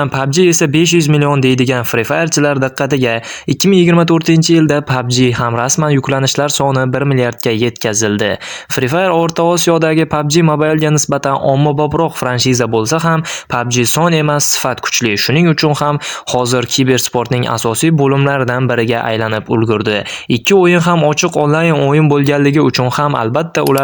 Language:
Uzbek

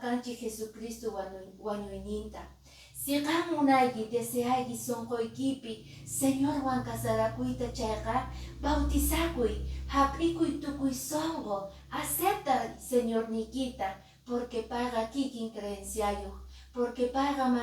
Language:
Quechua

